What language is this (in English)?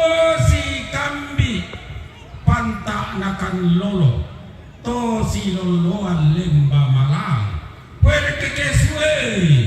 Toraja-Sa'dan